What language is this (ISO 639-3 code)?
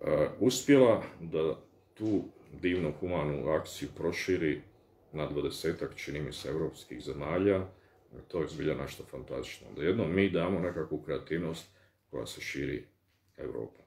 bos